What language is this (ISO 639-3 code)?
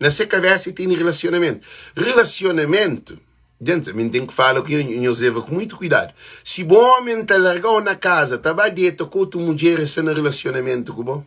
kea